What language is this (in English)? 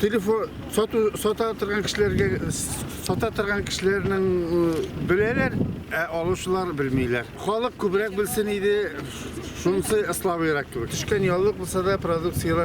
Tatar